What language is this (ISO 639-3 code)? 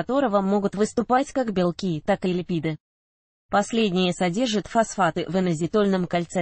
rus